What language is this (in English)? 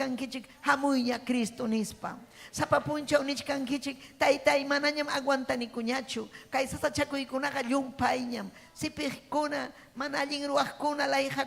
Ayacucho Quechua